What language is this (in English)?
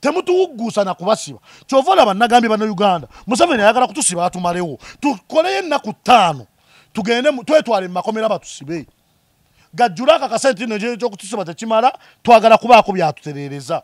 Ganda